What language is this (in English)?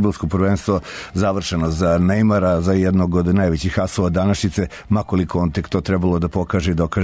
Serbian